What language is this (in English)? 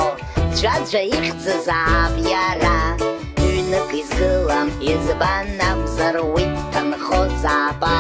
Abkhazian